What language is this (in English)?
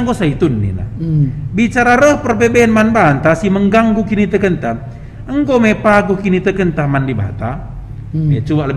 Batak Karo